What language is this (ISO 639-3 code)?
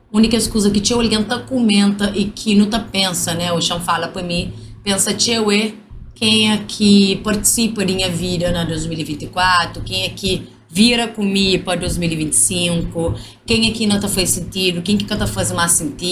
kea